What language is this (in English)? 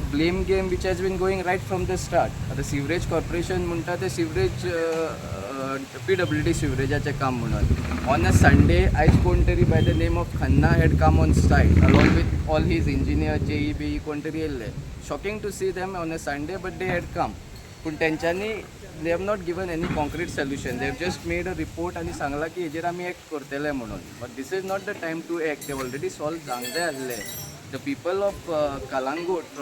Konkani